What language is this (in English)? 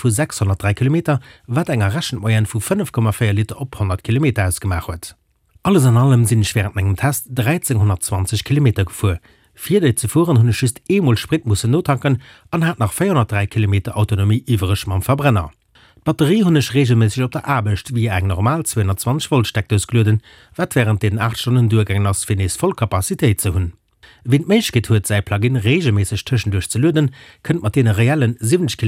Luxembourgish